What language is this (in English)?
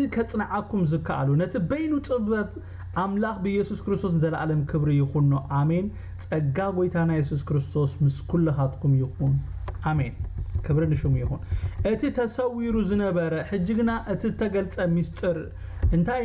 Tigrinya